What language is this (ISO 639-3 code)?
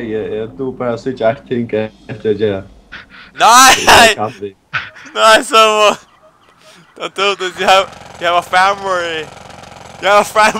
fao